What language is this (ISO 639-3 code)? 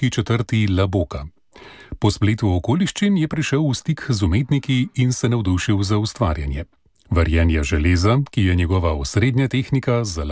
slv